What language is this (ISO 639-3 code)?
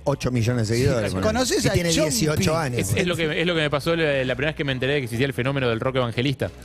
spa